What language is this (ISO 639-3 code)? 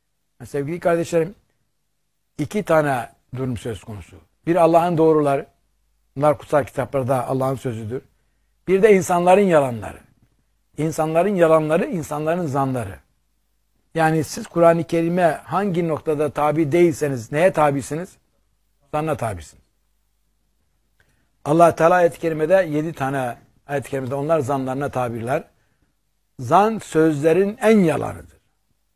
tur